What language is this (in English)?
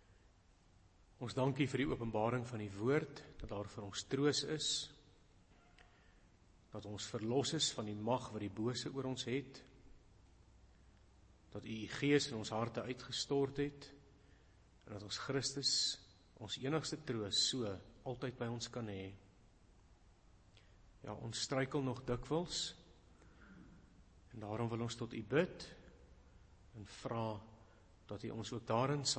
Afrikaans